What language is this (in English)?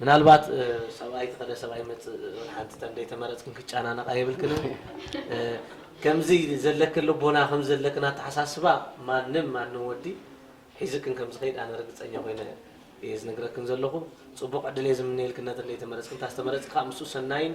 Tigrinya